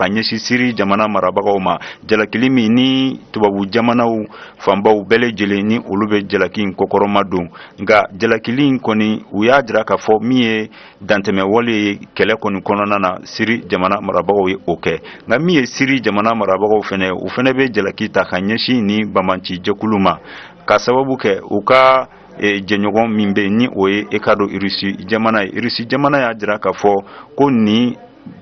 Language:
Bambara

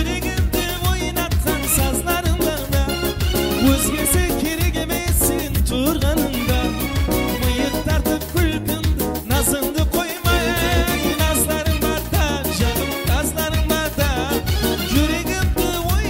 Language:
Kara-Kalpak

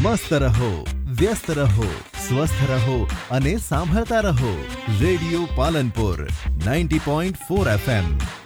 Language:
Gujarati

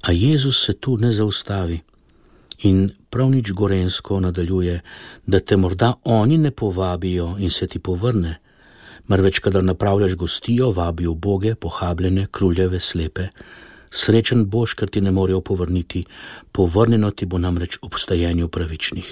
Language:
Slovenian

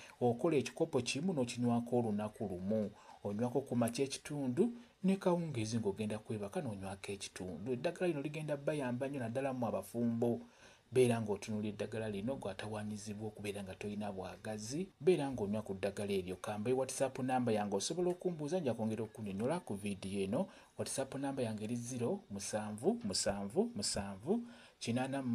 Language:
Ganda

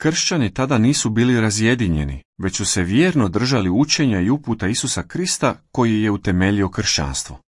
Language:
Croatian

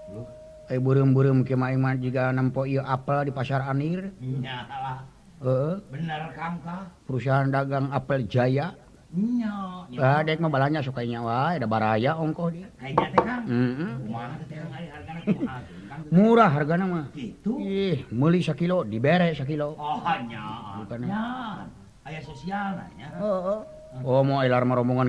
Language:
Sundanese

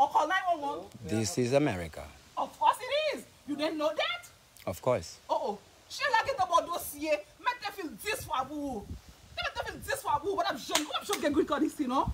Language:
Haitian Creole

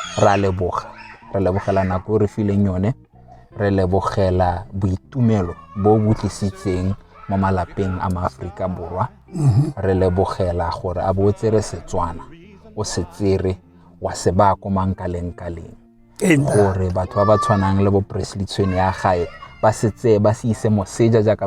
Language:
Tswana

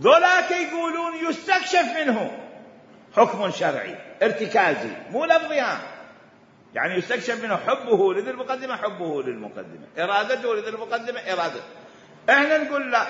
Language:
Mesopotamian Arabic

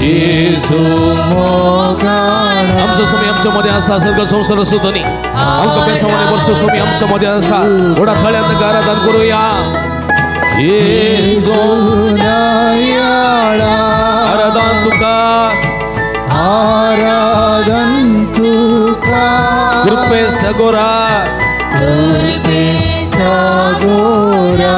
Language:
Konkani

